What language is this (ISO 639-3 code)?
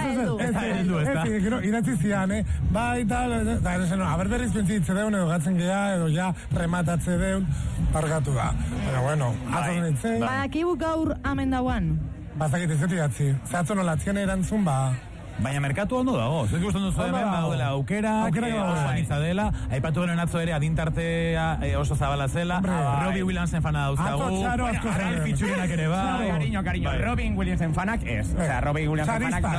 eus